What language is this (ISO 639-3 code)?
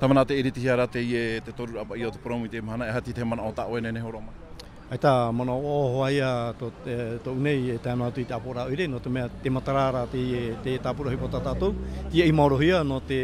tah